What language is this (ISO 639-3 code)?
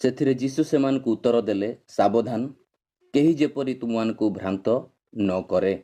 ori